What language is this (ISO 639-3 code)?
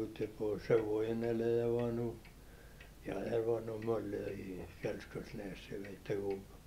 nor